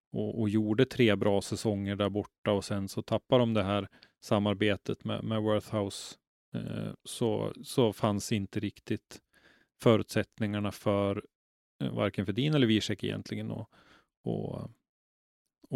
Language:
Swedish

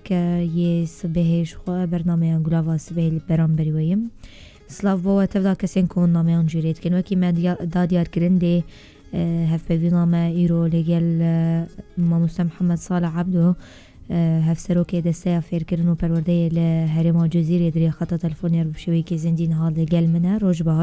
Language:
Kurdish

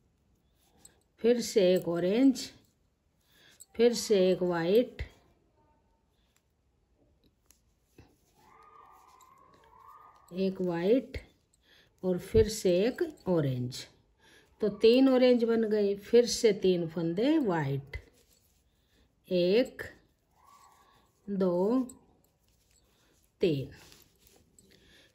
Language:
Hindi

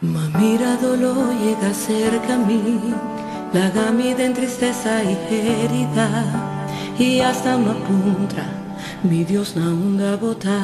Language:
Papiamento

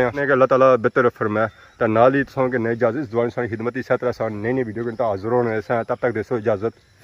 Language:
Pahari-Potwari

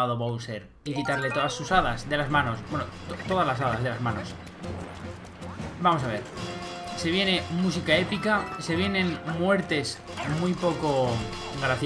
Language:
Spanish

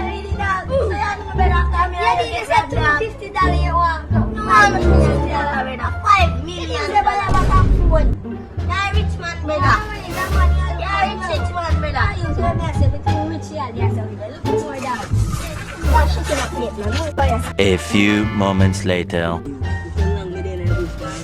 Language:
Jamaican Creole English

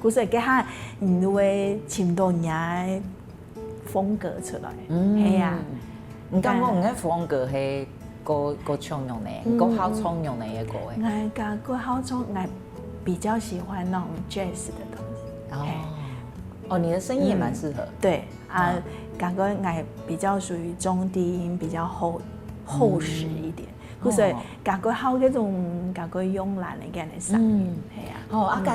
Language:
Hakka Chinese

